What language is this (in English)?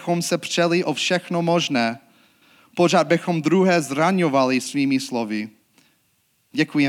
Czech